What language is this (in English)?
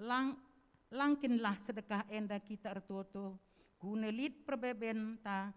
Batak Karo